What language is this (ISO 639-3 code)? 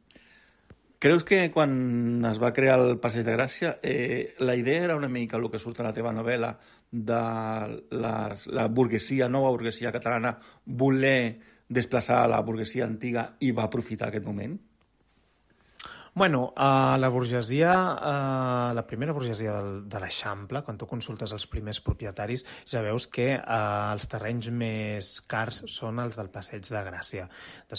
cat